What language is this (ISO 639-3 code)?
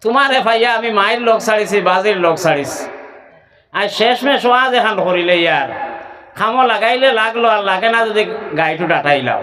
syl